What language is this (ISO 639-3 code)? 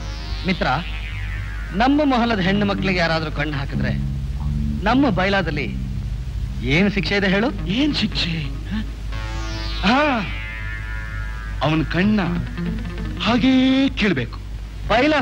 kan